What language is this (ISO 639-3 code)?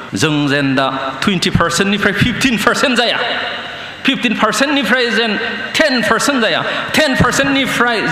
brx